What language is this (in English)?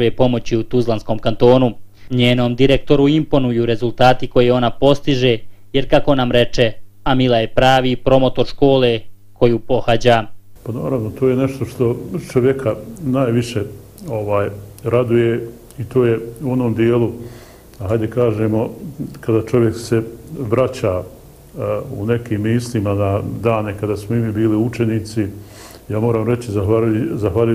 Bosnian